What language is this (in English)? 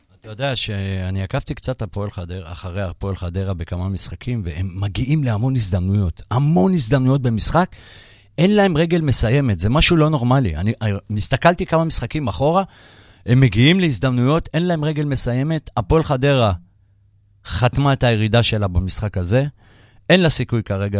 Hebrew